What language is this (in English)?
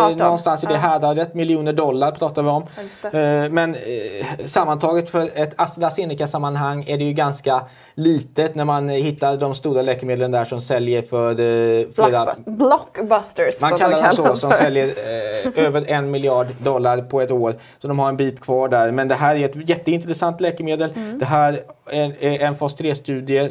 Swedish